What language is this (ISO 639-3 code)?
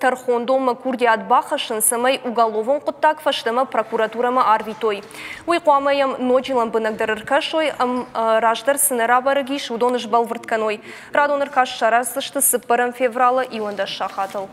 oss